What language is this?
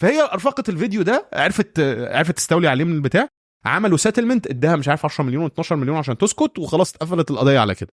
Egyptian Arabic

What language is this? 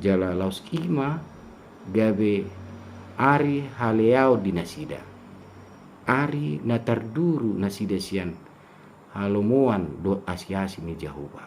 Batak Toba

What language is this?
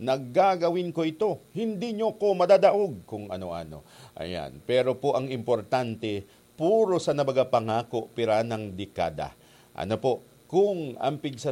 Bikol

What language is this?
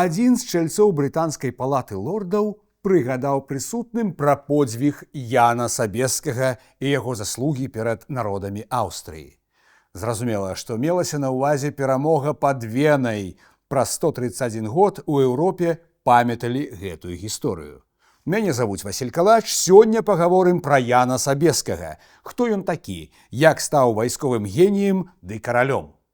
Belarusian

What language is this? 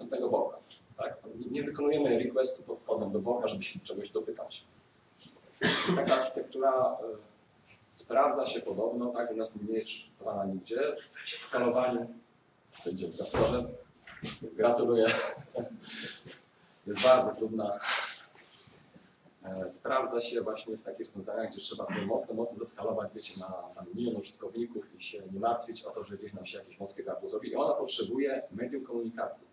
Polish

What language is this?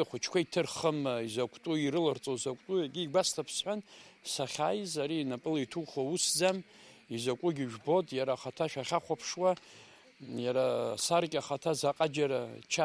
Abkhazian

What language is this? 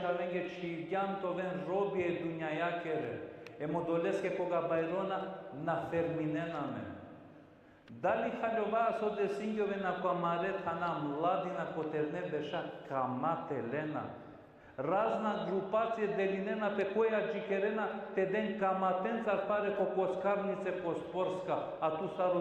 Balkan Romani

